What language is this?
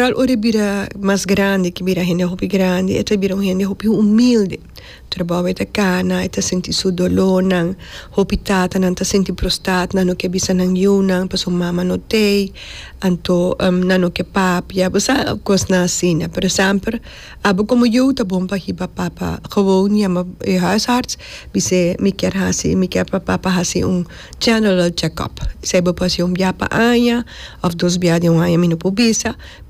Papiamento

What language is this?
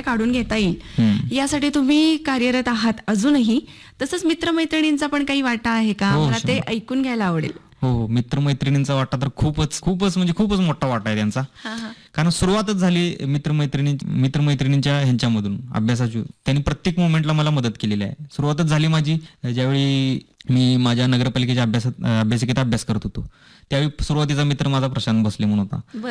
Marathi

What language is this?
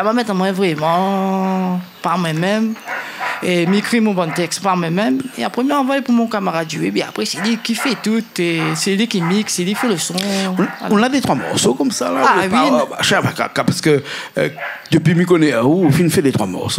Réunion Creole French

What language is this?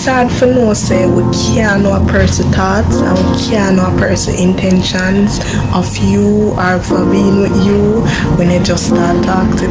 Jamaican Creole English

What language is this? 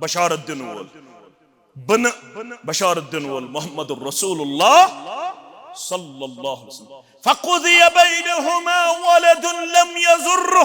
Kashmiri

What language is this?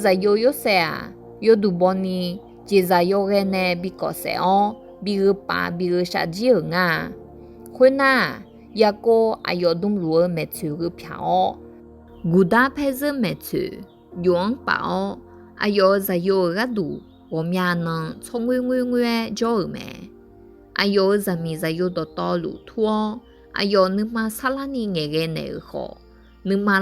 Akha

